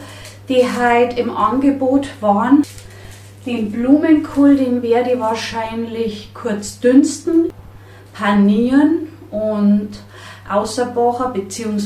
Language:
Bavarian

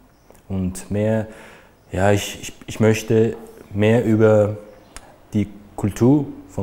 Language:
Romansh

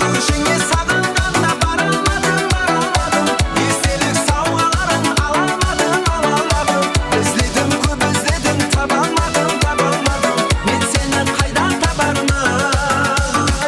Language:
Kara-Kalpak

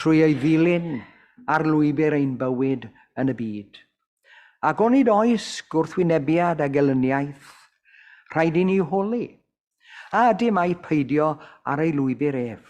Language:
Welsh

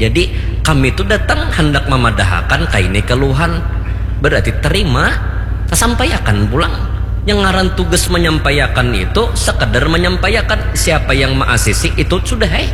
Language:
Banjar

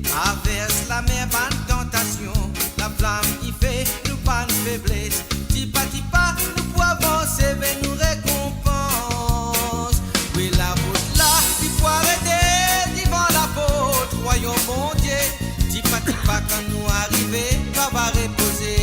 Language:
Morisyen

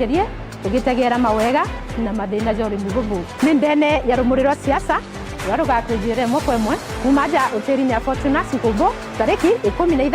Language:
Meru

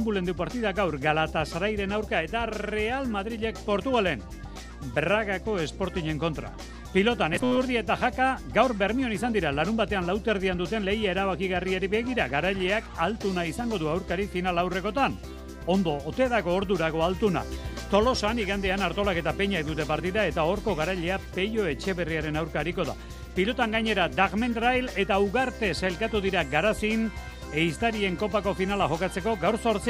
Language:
Basque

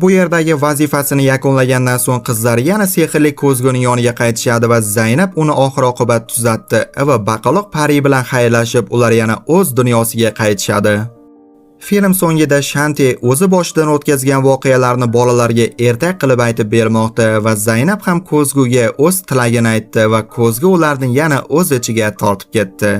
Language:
Uzbek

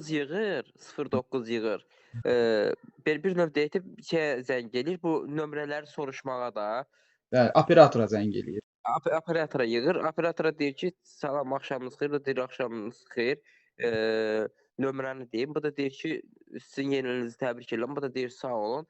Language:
Azerbaijani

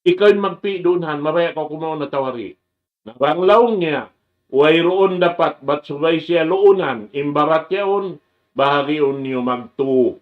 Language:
Tausug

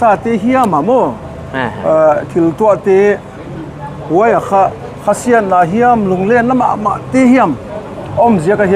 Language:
Paite Chin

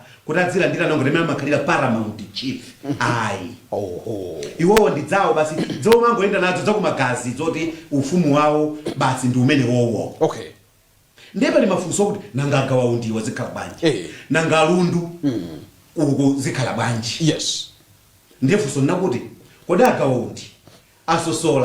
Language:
Nyanja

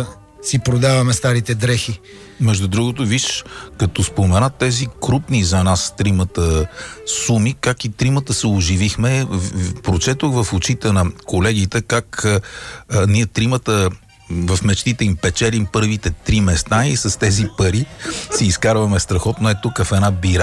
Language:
Bulgarian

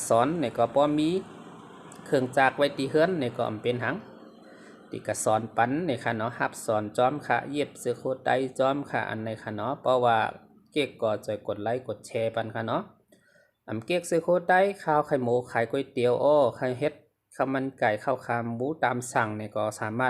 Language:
Shan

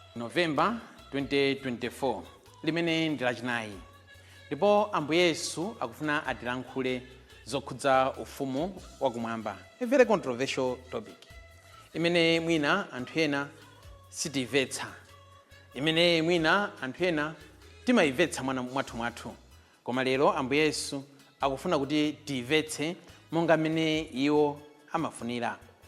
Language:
Nyanja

